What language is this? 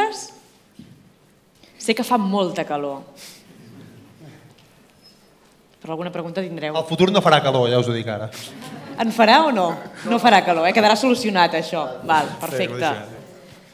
Catalan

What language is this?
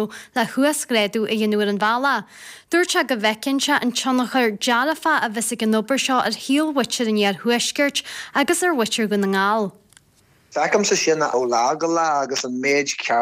Irish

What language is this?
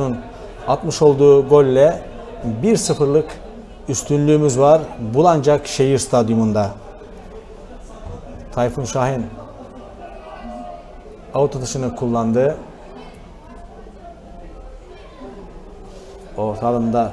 Turkish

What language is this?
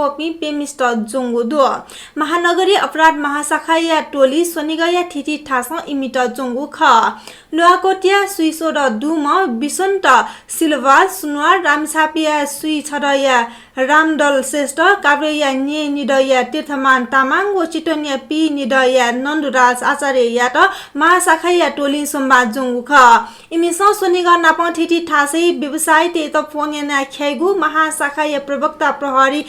Newari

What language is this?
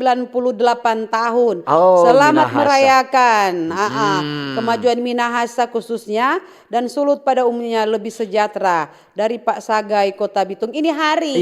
Manado Malay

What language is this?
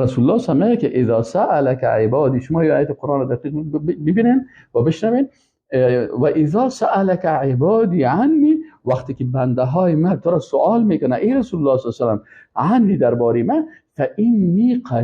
Persian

